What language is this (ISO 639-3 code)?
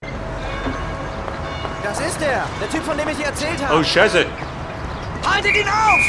bar